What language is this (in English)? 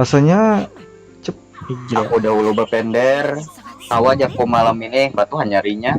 Banjar